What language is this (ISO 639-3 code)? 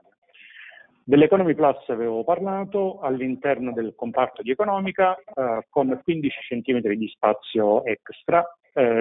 ita